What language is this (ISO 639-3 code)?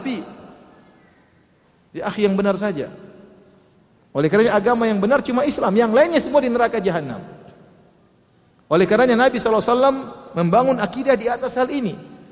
ind